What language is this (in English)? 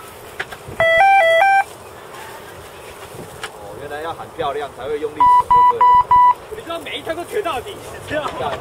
Chinese